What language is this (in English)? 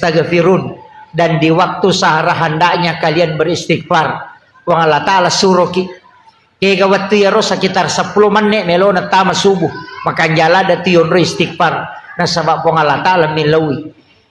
Buginese